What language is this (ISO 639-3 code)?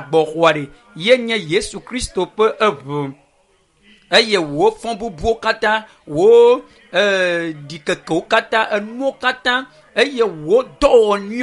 ewe